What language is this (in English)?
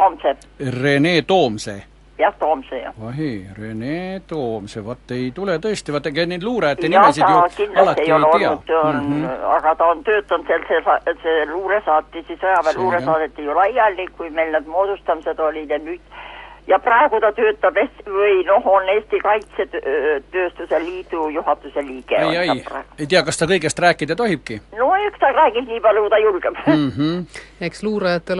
Estonian